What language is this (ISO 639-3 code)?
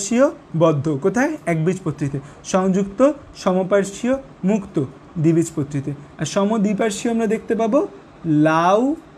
ben